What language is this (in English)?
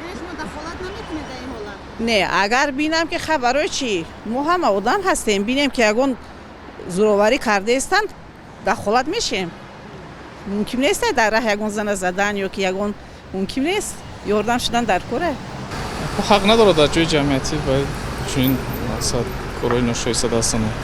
Tajik